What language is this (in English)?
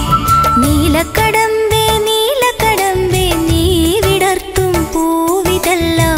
Malayalam